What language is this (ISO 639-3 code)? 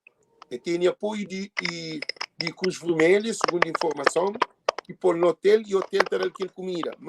kea